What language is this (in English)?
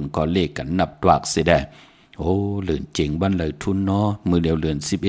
Shan